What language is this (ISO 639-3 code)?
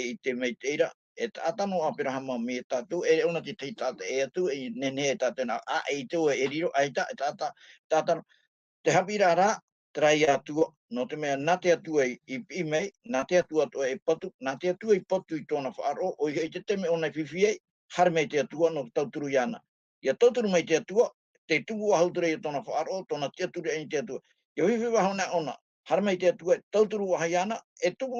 tah